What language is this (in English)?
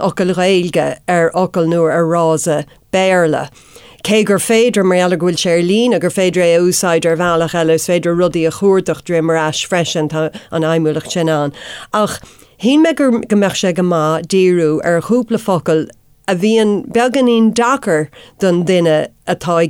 Irish